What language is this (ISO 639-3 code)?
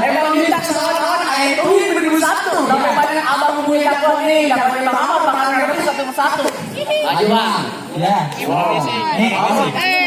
bew